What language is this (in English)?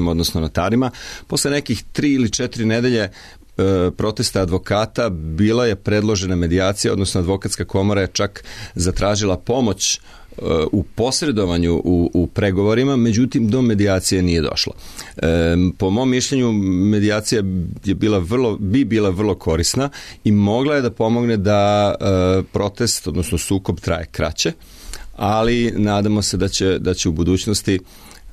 Serbian